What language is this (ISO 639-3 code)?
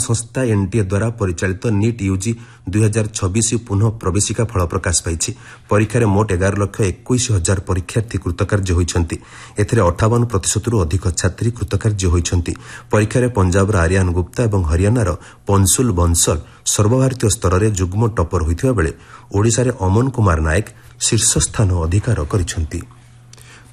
ori